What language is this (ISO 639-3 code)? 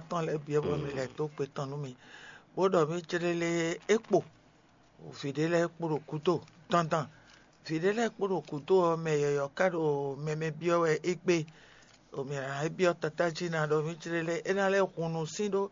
fon